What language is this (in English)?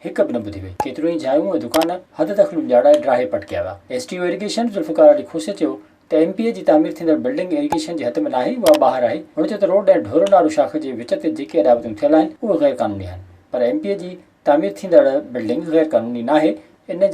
Sindhi